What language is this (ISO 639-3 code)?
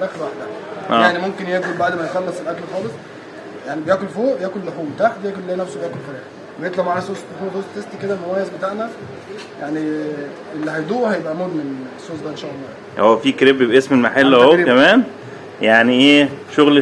arz